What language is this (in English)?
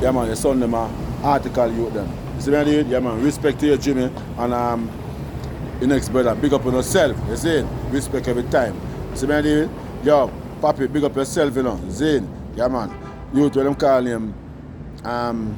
Jamaican Creole English